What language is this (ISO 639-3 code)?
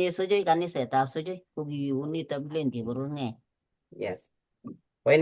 kln